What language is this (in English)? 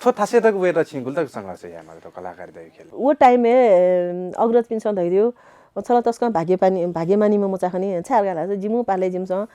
Newari